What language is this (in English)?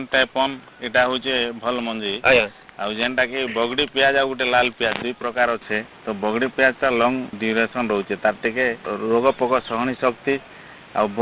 Odia